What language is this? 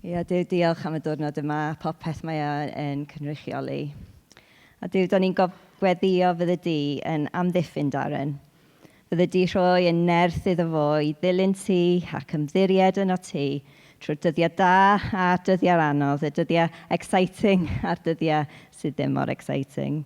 Welsh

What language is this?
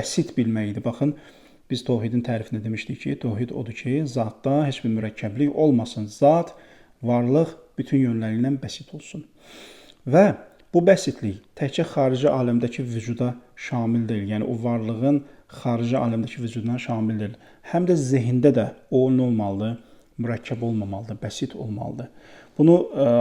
Azerbaijani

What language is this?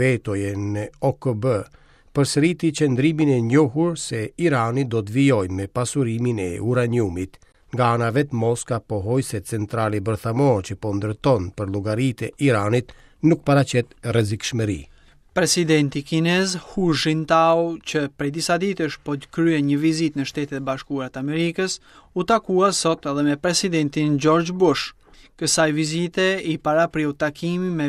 Albanian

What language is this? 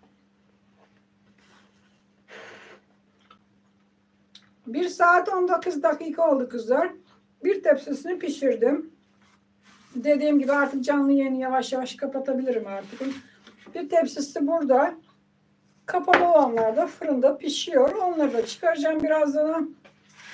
Turkish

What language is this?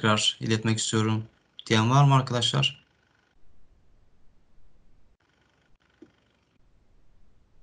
Turkish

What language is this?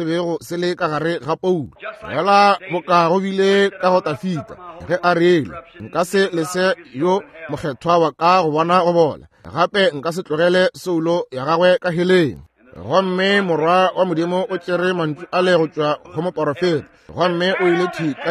Northern Sotho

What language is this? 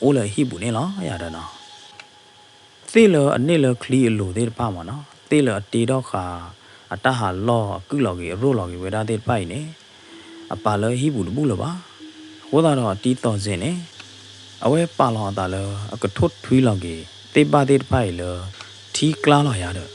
S'gaw Karen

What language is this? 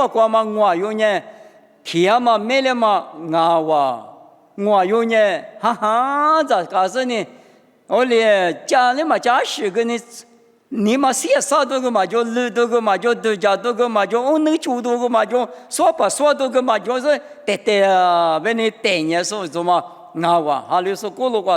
Lisu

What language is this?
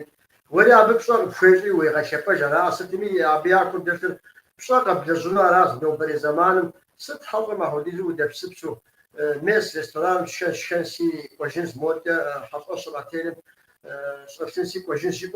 Kabardian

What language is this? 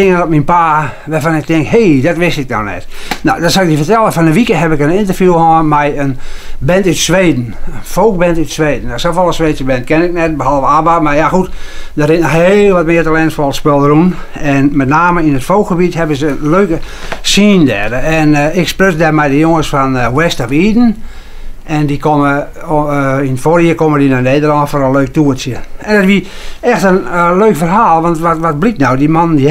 Western Frisian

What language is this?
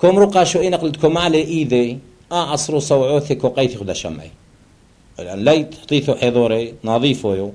Turoyo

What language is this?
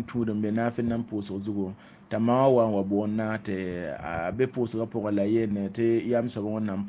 Mossi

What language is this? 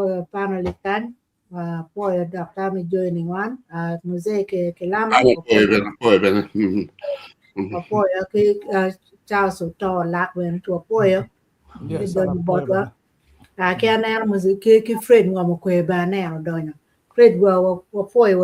Acoli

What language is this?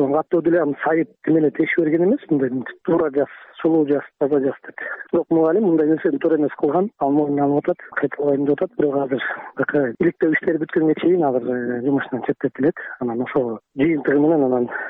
Kyrgyz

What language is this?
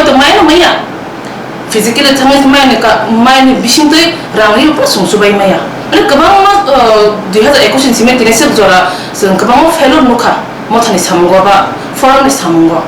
Riang (India)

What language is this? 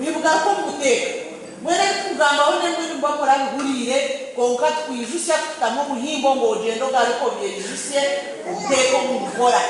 Nyankole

